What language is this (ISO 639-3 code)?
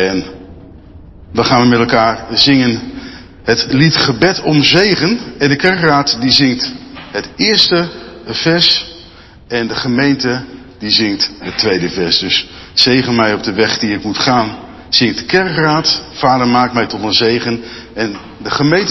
nld